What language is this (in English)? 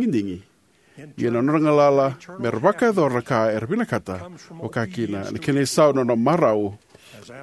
Fijian